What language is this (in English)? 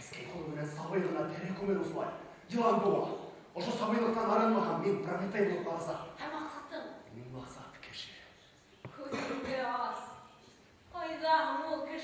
Bashkir